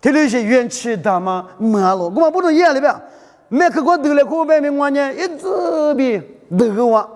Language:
Lisu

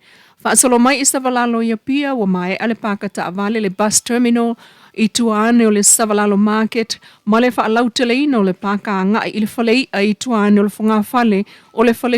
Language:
Samoan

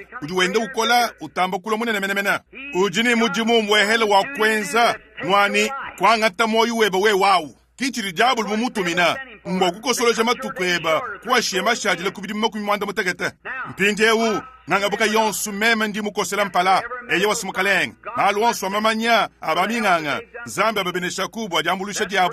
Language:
Luba-Lulua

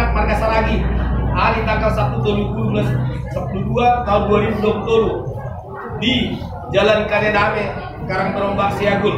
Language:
Batak Toba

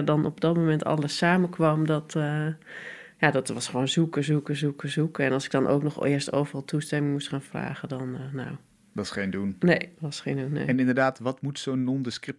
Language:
Dutch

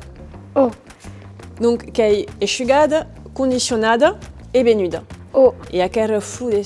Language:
Occitan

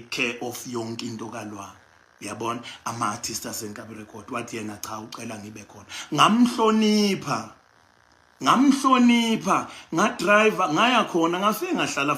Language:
Zulu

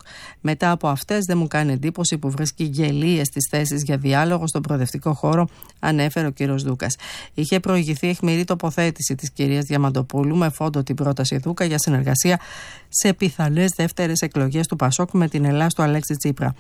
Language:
Greek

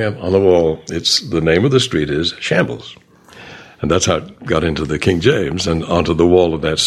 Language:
English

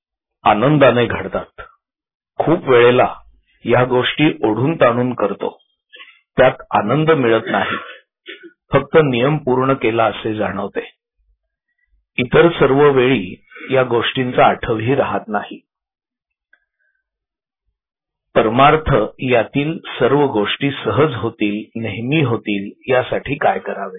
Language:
Marathi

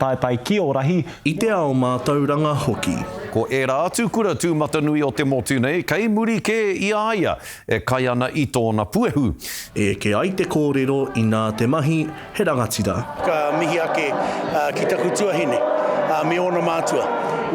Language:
Māori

